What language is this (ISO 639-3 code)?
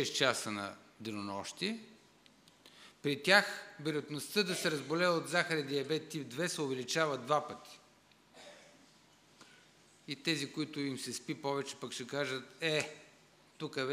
bul